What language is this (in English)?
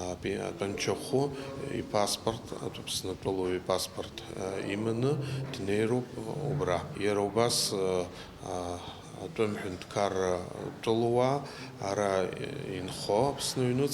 Abkhazian